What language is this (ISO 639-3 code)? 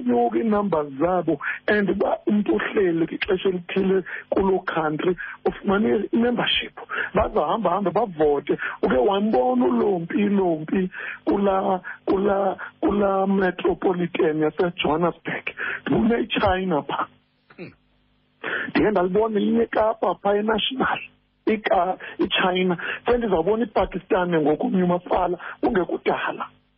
xho